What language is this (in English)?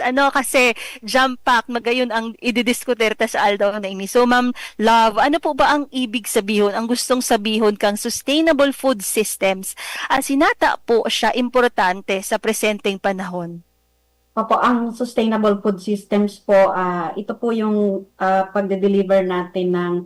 Bikol